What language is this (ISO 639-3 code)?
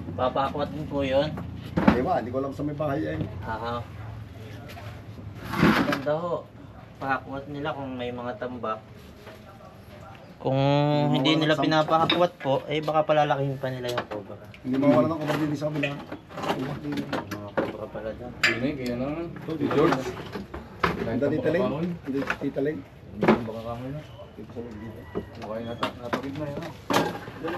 fil